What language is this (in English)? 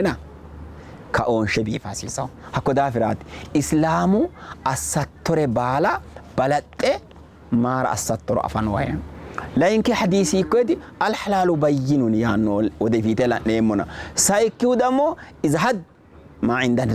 Sidamo